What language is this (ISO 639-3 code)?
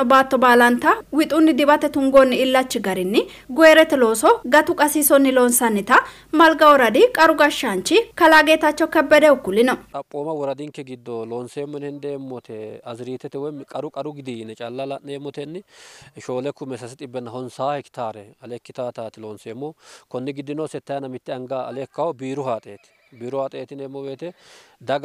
sid